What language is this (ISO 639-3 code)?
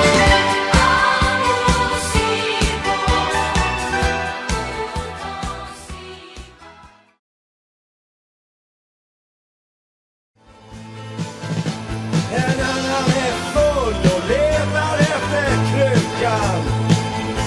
swe